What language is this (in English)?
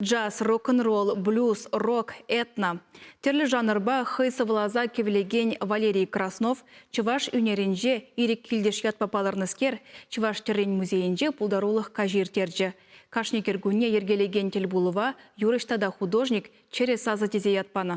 Chuvash